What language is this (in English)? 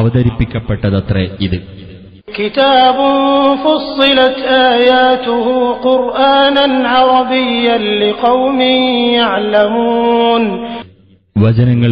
Malayalam